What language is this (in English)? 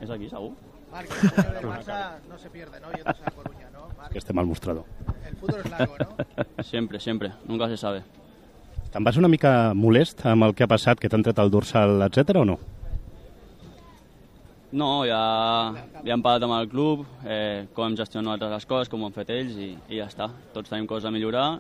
Catalan